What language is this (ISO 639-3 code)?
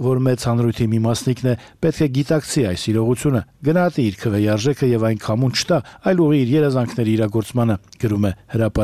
hye